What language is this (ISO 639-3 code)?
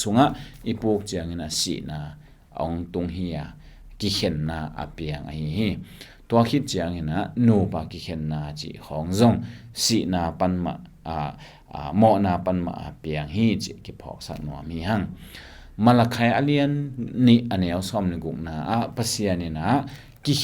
ctd